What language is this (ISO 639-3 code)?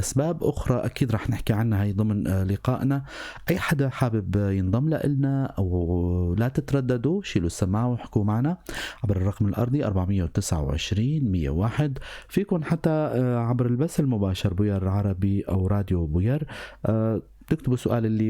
apc